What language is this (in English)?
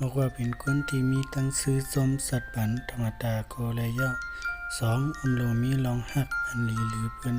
Shan